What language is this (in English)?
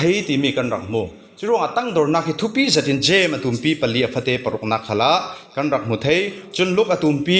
Falam Chin